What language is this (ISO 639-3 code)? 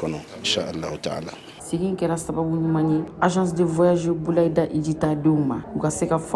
bam